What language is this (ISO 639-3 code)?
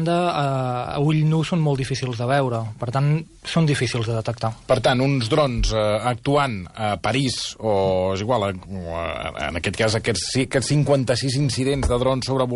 cat